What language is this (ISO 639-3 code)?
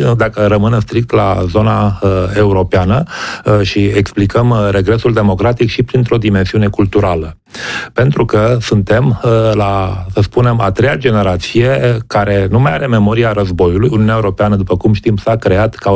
ron